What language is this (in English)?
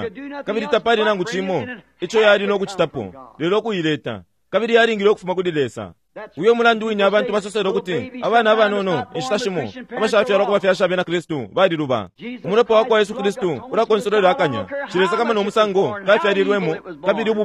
Bemba